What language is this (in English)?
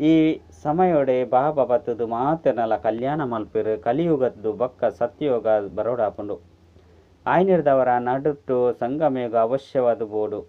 Tulu